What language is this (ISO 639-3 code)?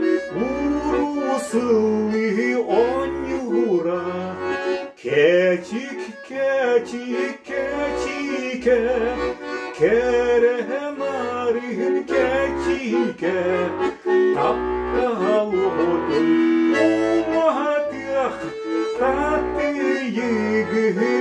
sah